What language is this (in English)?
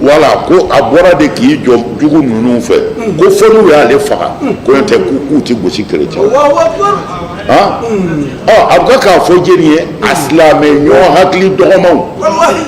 Bambara